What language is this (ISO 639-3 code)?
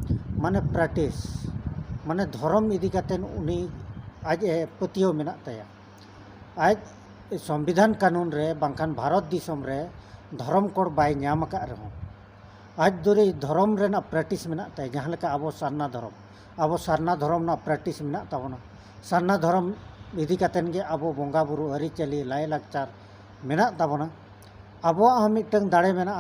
sat